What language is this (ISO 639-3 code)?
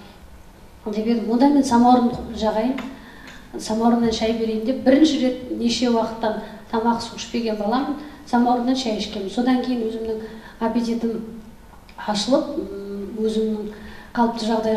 kaz